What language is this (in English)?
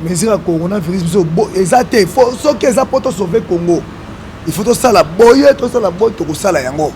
Lingala